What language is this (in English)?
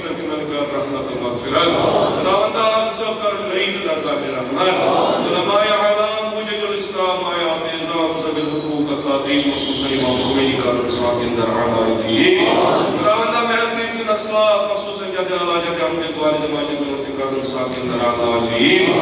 Kashmiri